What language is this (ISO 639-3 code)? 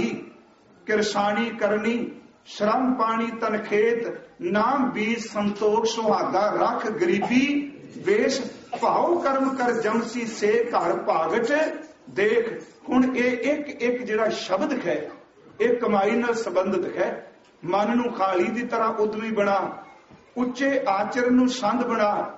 pan